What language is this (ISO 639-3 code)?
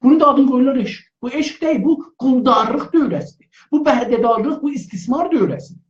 azb